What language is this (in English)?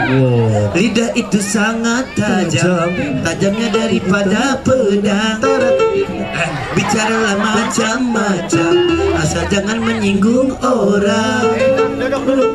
Betawi